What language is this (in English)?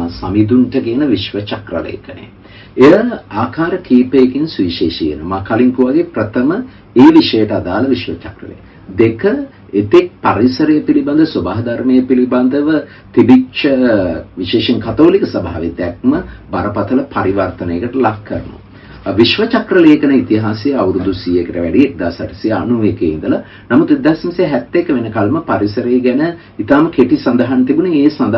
Sinhala